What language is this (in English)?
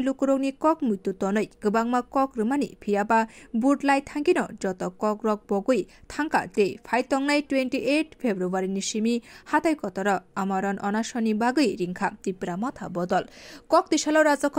Kok Borok